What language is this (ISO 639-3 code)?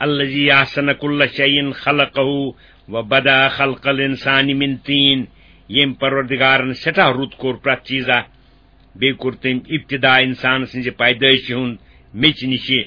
kas